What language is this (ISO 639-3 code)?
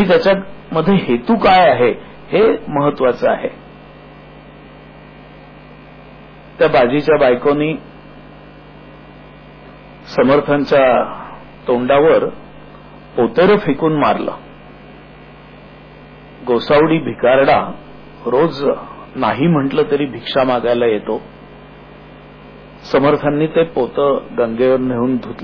mar